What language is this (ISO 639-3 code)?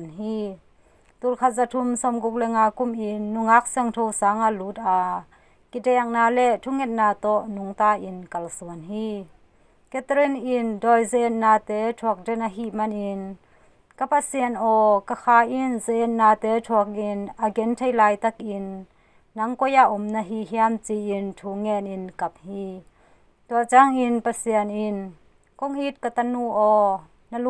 ctd